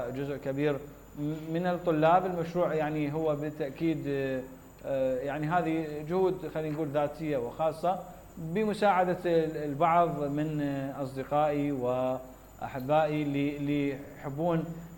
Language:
Mesopotamian Arabic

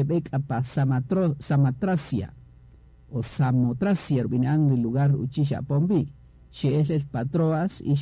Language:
Kaqchikel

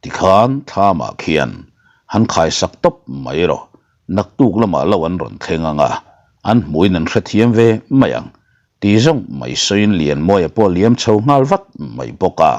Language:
Mizo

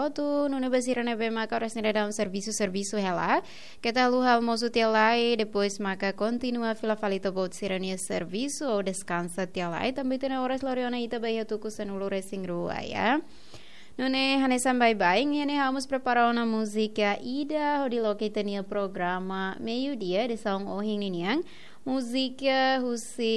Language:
Tetum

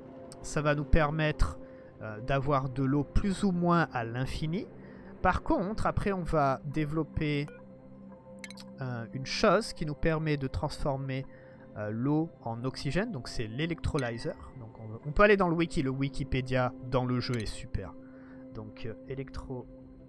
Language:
French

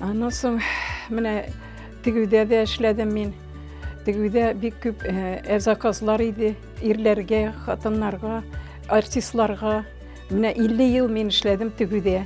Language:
Tatar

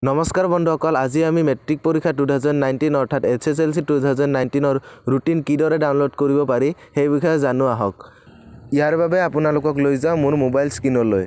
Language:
Assamese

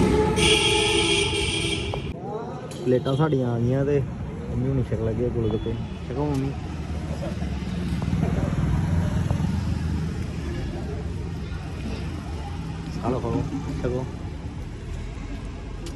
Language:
Punjabi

